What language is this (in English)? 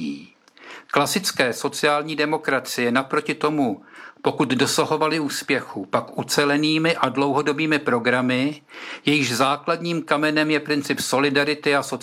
Czech